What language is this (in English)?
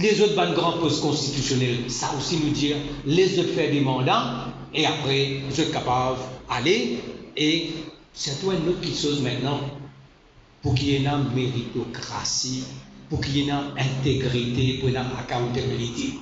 Morisyen